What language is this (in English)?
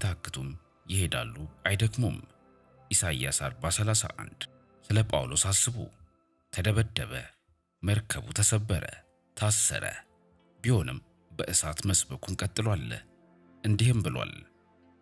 Amharic